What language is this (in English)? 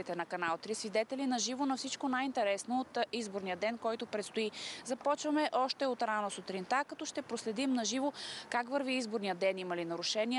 Bulgarian